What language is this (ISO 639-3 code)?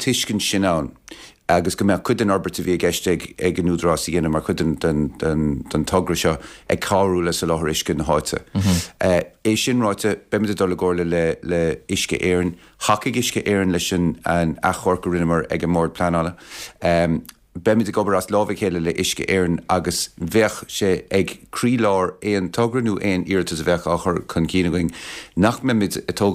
gle